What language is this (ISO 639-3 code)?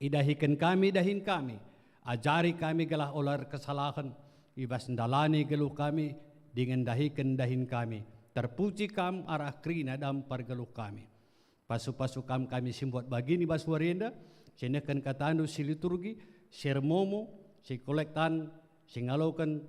btx